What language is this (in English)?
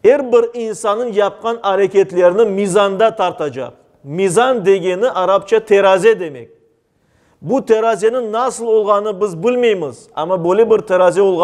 Crimean Tatar